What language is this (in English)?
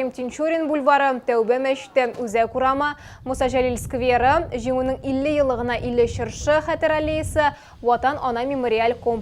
Tatar